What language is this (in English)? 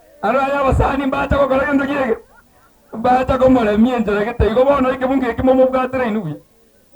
Gusii